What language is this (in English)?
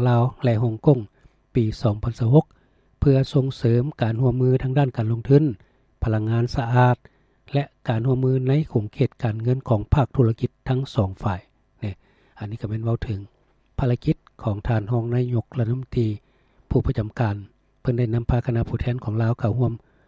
Lao